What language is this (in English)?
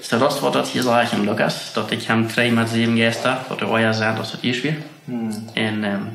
Plautdietsch